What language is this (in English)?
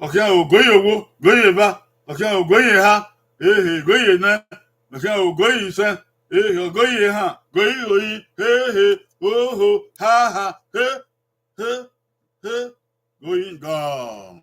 Bini